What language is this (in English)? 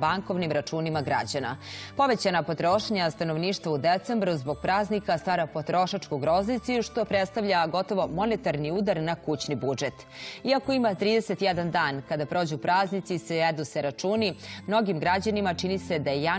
Serbian